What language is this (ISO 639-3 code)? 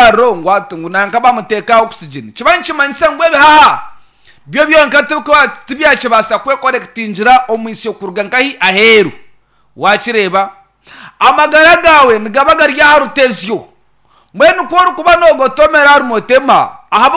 nyn